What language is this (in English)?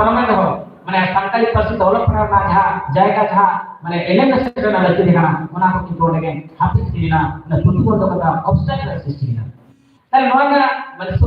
Santali